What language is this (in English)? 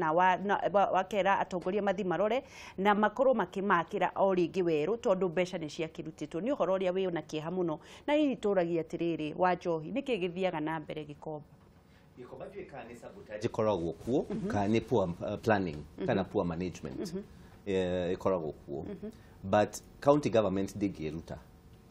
Kikuyu